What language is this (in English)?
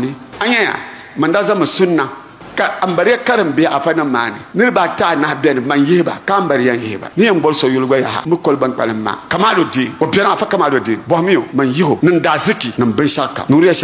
Dagbani